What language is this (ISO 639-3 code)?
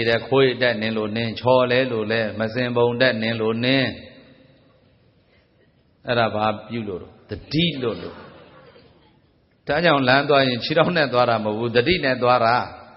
mya